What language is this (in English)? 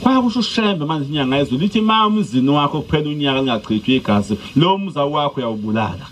Zulu